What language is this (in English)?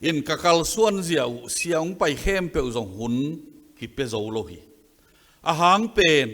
Tedim Chin